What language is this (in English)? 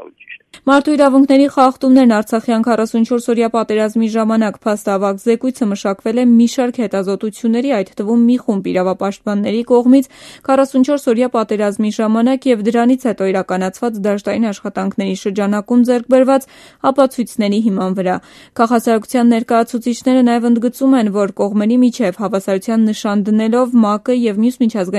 Armenian